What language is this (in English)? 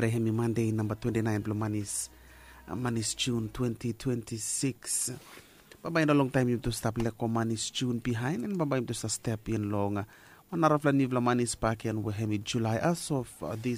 Bislama